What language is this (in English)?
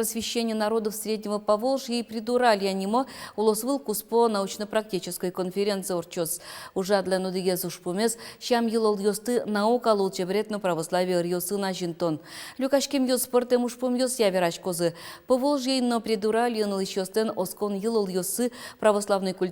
Udmurt